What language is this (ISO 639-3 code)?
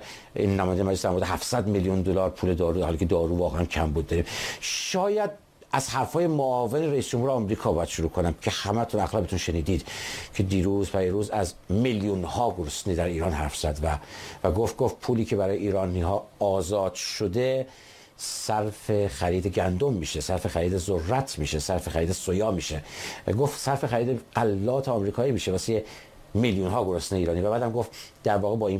fas